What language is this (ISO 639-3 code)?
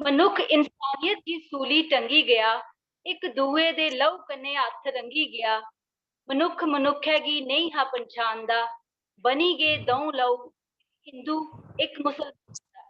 doi